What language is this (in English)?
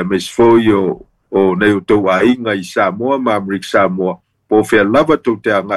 Samoan